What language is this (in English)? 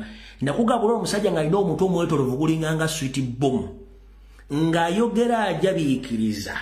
Ganda